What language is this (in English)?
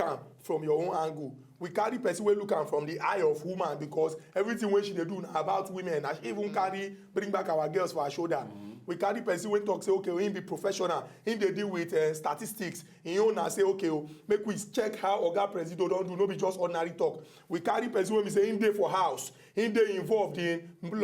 Nigerian Pidgin